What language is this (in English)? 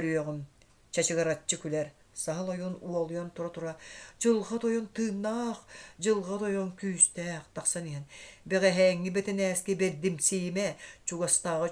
Yakut